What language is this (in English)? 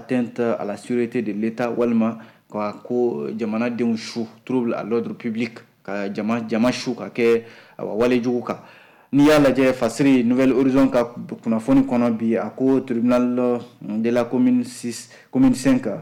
Bambara